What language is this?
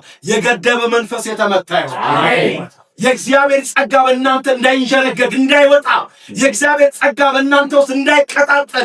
Amharic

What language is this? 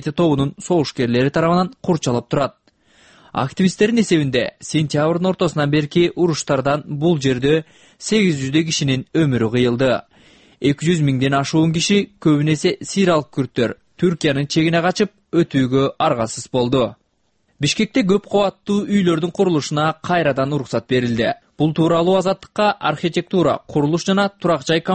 Kyrgyz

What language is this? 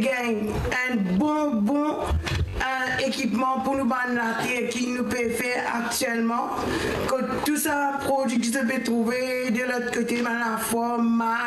Morisyen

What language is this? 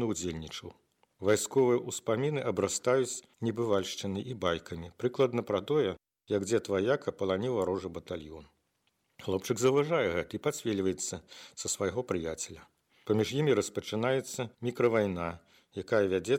Belarusian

